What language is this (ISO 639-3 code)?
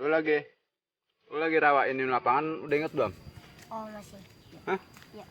bew